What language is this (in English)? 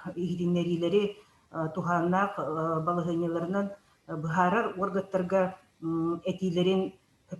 Yakut